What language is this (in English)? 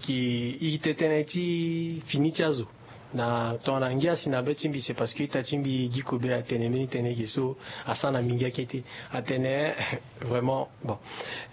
Sango